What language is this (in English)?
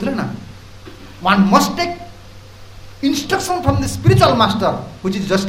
Odia